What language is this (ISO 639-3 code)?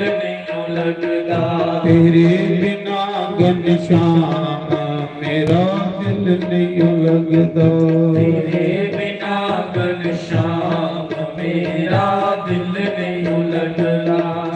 doi